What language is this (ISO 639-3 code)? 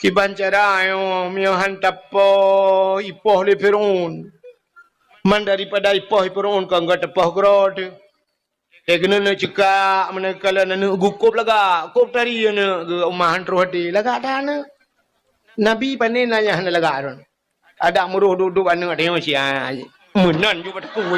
ace